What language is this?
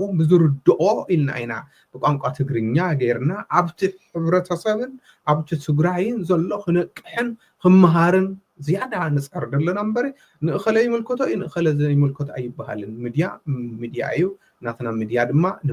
Tigrinya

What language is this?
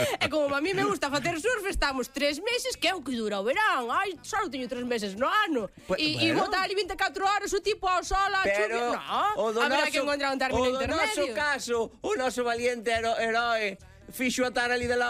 Galician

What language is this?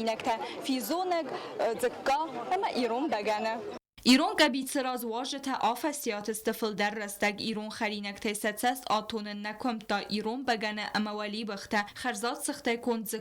Ossetic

